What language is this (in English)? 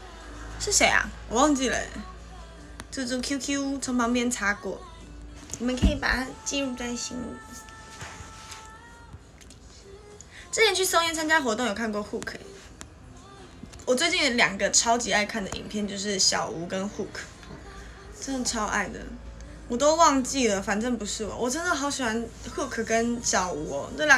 Chinese